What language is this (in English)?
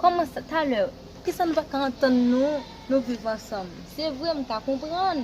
Haitian Creole